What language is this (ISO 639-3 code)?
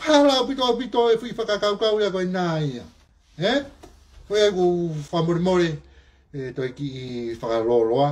ton